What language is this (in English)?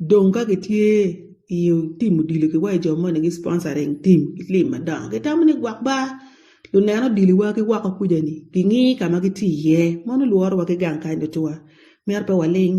Acoli